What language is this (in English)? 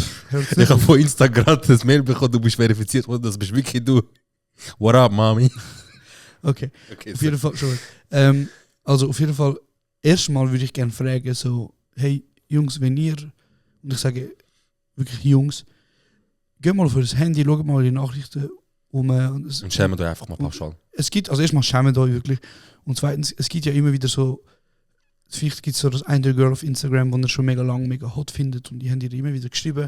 Swiss German